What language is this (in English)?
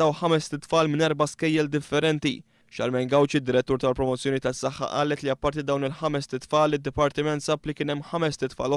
Maltese